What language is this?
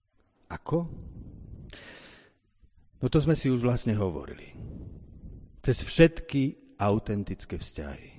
Slovak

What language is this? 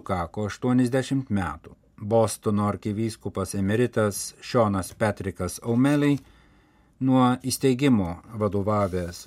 Lithuanian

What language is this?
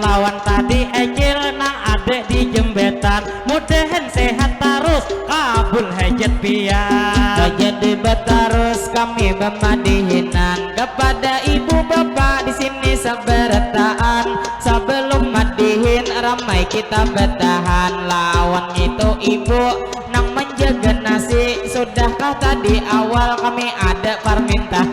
Banjar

